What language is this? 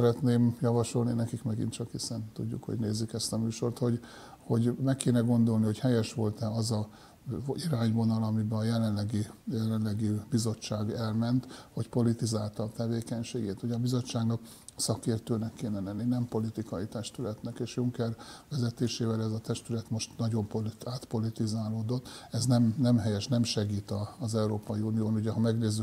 Hungarian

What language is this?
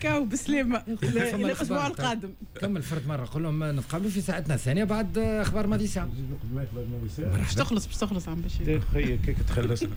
Tunisian Arabic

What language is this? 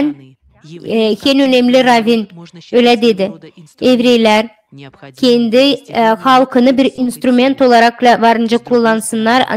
Gagauz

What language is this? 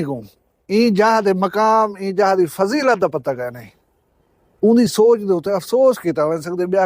Saraiki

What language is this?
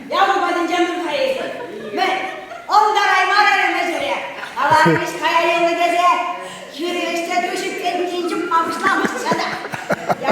Chuvash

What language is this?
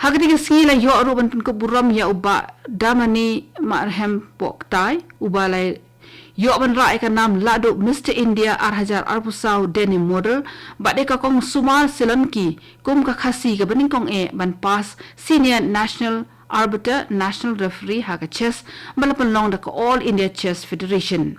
Khasi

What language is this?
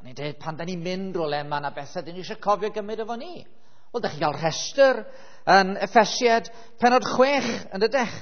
Welsh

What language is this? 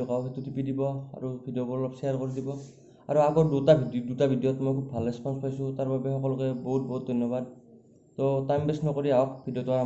Assamese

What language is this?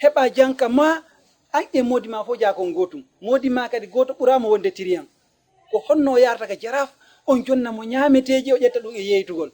Fula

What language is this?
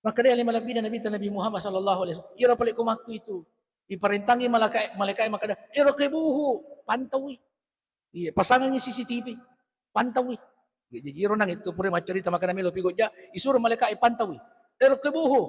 Buginese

